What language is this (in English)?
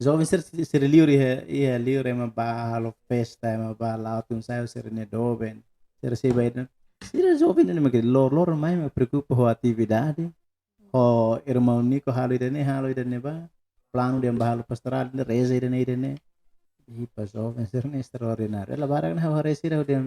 Tetum